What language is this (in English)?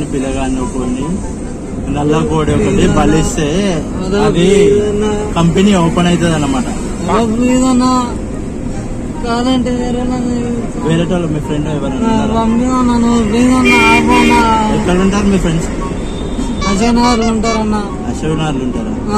Telugu